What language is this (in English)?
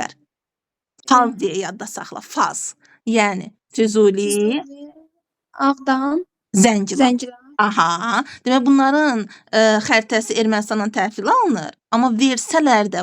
Azerbaijani